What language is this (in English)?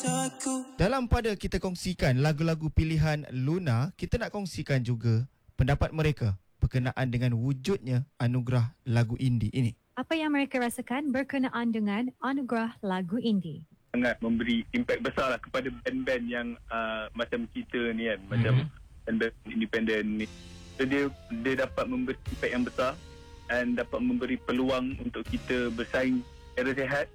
Malay